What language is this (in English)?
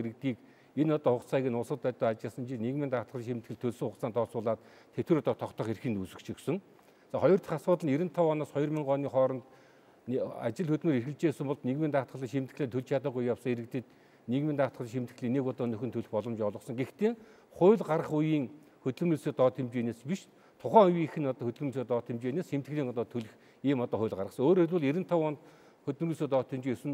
Mongolian